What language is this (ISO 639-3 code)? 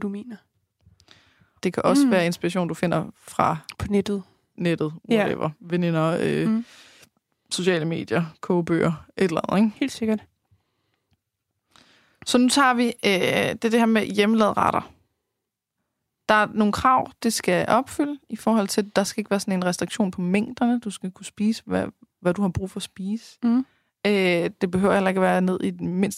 dan